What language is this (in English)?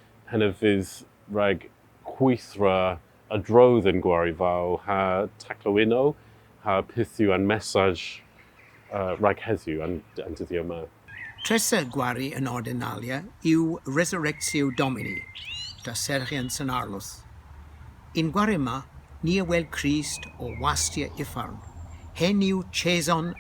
Cornish